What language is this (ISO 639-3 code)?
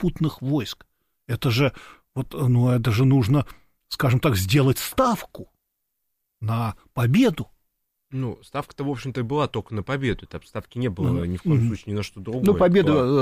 rus